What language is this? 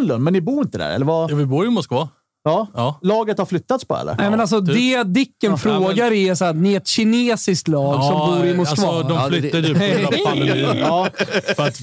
Swedish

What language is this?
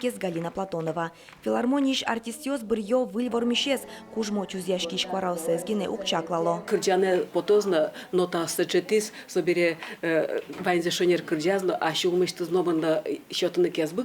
Udmurt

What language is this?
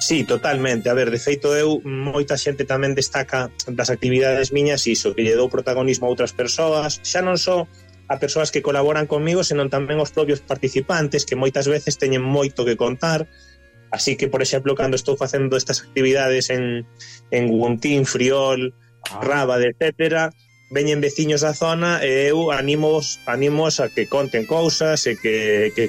Galician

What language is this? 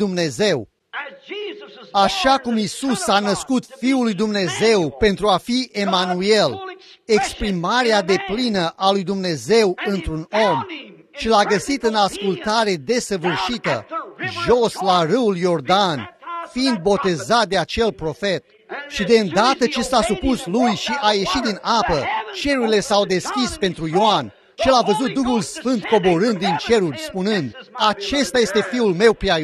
Romanian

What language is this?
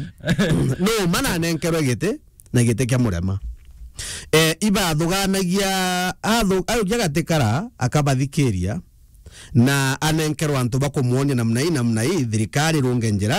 Meru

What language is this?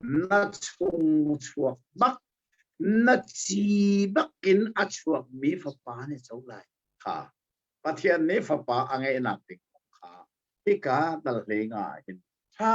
Hakha Chin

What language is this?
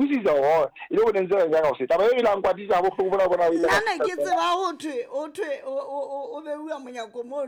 Southern Sotho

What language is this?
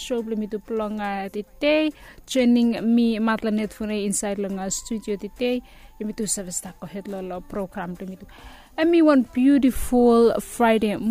Bislama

